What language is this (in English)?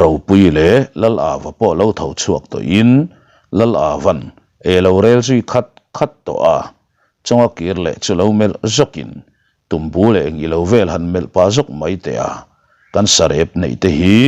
Mizo